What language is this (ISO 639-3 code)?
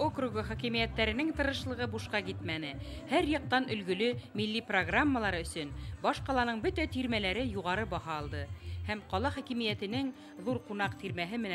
bak